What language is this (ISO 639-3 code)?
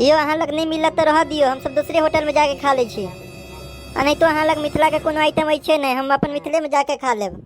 mai